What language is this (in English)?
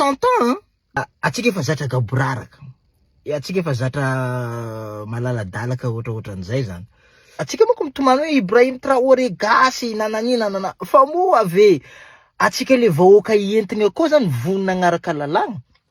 Malagasy